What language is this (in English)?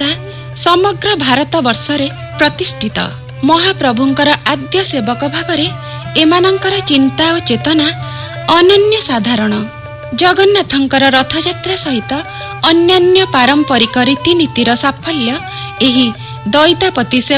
Odia